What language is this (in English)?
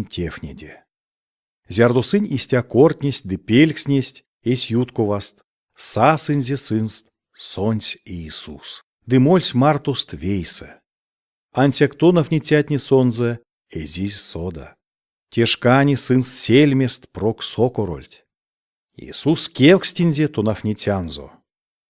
Erzya